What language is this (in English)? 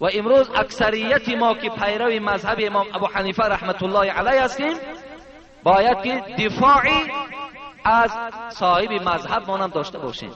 Tajik